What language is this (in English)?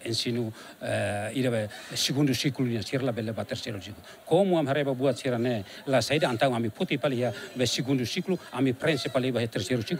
Tetum